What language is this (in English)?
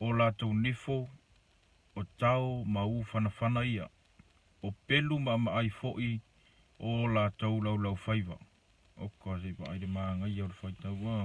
Samoan